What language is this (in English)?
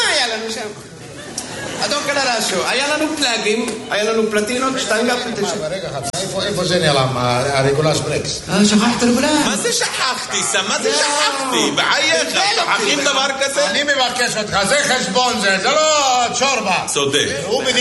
Hebrew